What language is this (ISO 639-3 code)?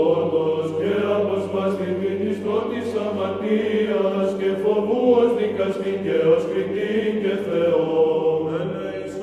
ell